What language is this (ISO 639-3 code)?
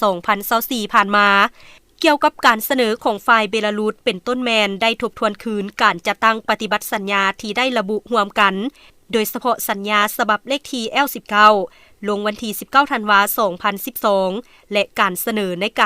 lao